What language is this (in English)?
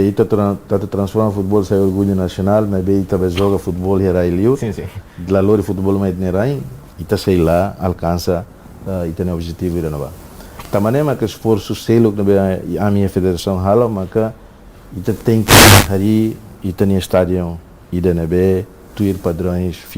Tetum